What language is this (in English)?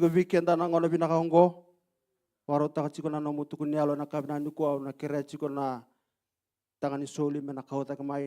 Fijian